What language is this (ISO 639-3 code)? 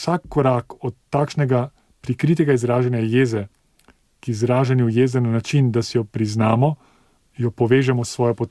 slv